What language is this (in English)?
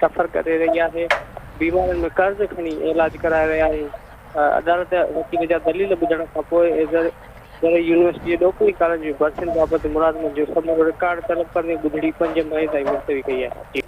Sindhi